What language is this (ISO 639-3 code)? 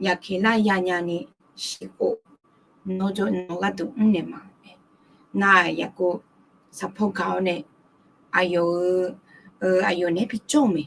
ahk